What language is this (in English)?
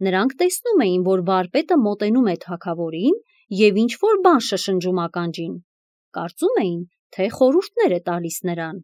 Armenian